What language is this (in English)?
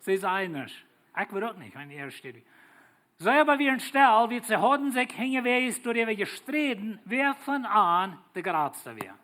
Plautdietsch